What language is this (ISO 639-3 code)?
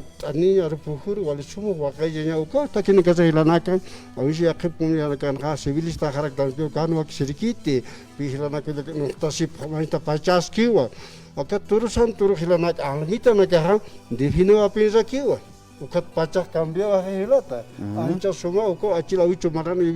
aym